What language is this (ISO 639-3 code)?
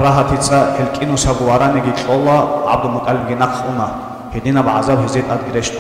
ava